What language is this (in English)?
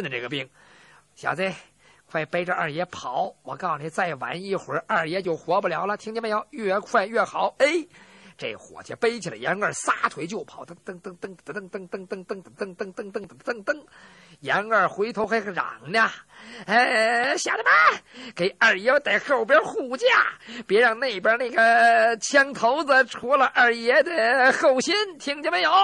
Chinese